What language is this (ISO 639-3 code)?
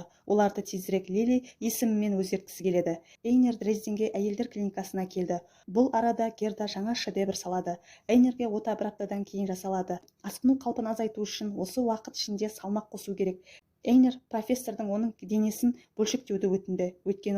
kaz